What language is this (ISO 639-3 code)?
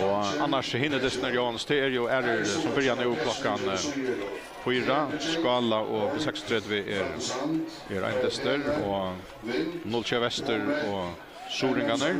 fao